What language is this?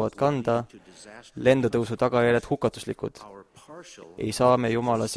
Estonian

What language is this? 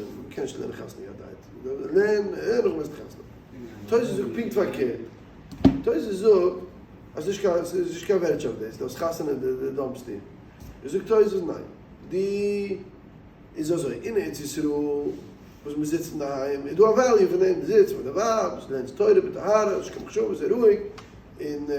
Yiddish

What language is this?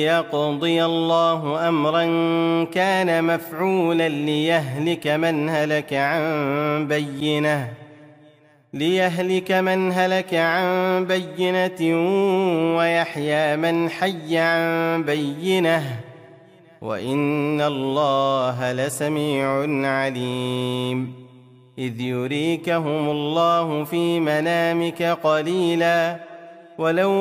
Arabic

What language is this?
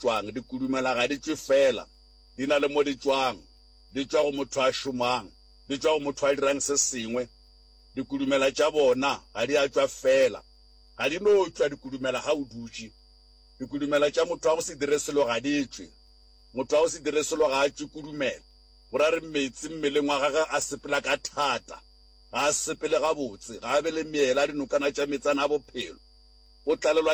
Northern Sotho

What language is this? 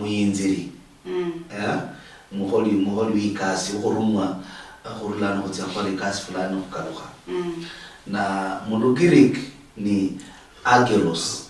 Luyia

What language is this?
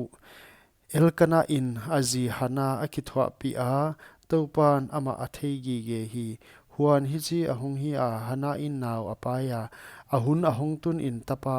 Paite Chin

